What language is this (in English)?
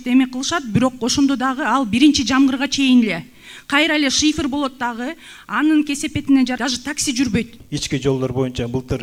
Kyrgyz